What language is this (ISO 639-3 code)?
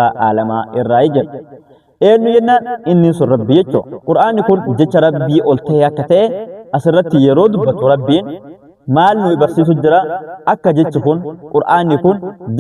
orm